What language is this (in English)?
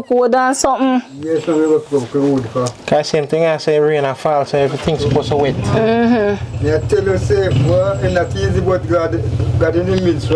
Jamaican Creole English